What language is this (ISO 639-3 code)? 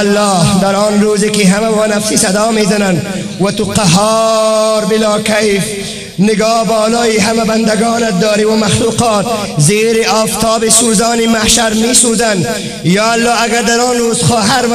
tgk